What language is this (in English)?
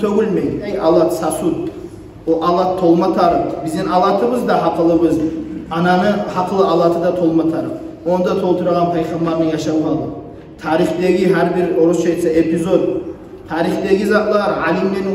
Kumyk